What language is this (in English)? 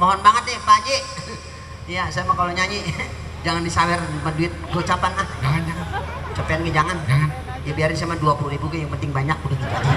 Betawi